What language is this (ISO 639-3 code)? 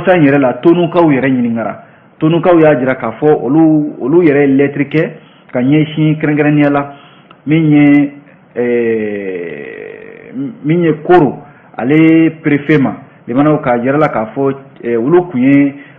bam